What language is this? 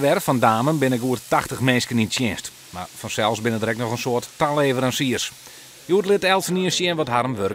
Western Frisian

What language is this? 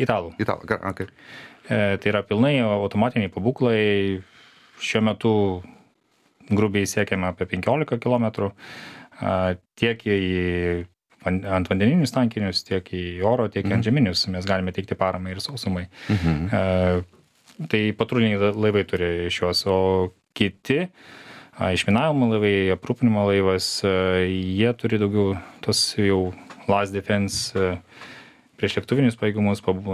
Lithuanian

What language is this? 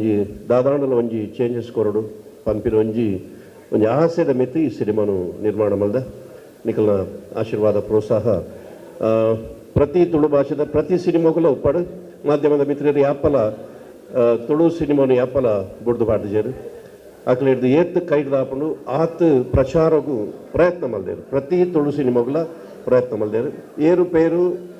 Tulu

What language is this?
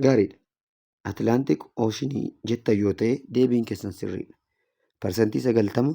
Oromo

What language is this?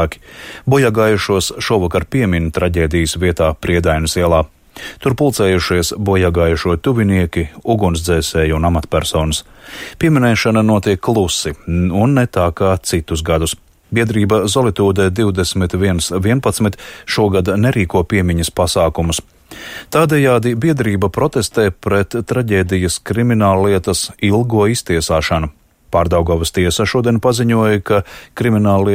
Latvian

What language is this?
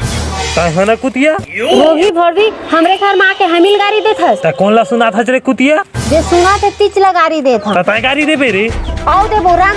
Chhattisgarhi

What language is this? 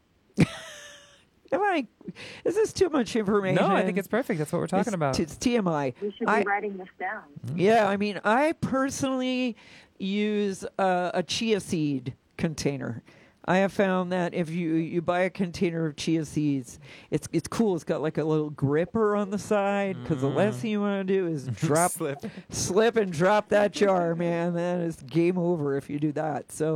English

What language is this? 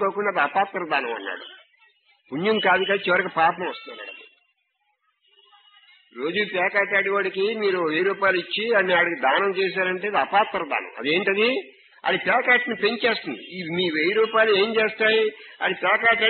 Telugu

